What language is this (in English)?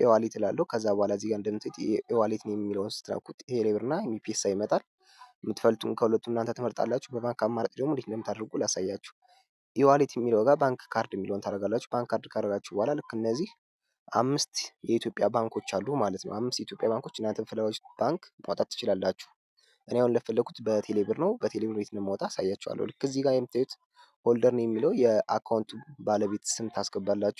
Amharic